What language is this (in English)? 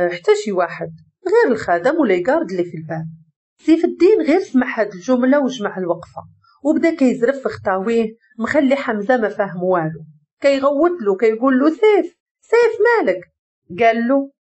Moroccan Arabic